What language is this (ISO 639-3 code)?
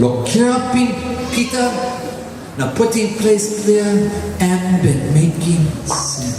tpi